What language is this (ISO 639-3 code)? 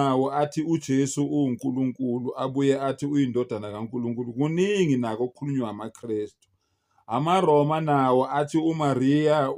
zul